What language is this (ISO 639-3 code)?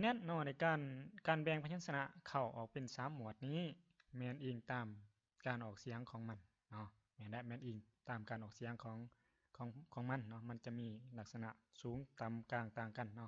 lao